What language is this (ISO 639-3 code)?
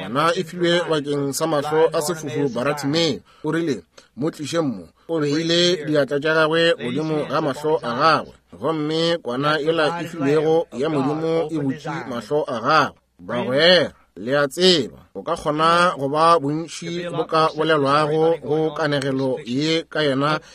nso